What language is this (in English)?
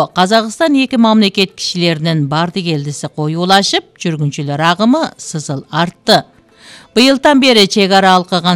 Kyrgyz